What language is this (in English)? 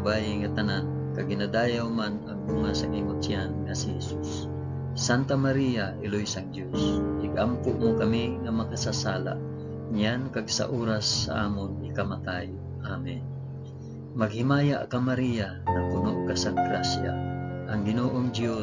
Hiligaynon